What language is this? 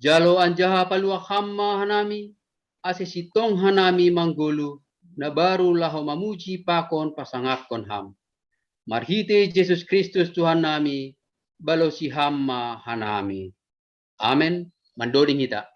Batak Simalungun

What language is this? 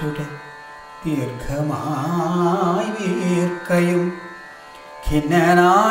Malayalam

